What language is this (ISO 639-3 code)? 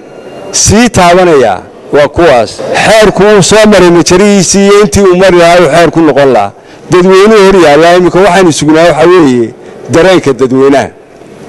som